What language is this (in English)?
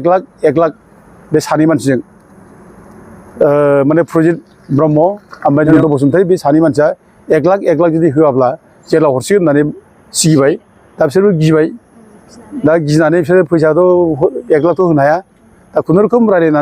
Bodo